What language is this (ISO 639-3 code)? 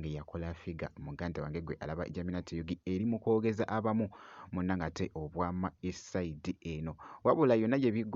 lug